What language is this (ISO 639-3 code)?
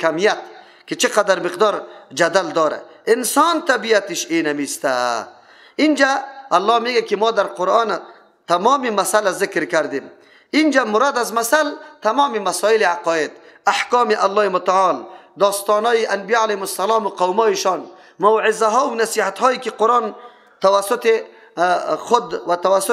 fas